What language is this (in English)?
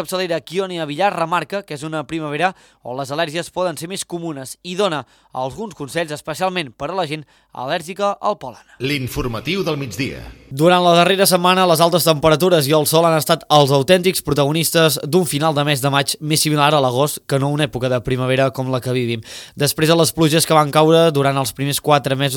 Catalan